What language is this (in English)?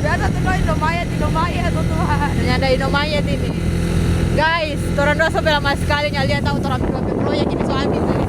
Manado Malay